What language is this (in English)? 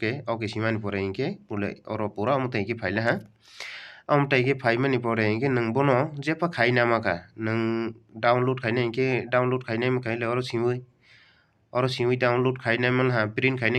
Kok Borok